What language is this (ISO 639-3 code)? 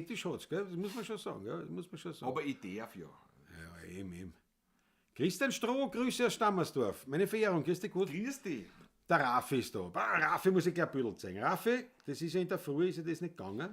bar